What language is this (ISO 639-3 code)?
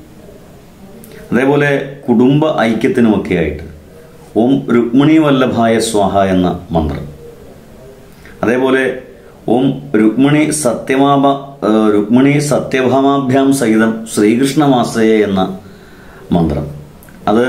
mal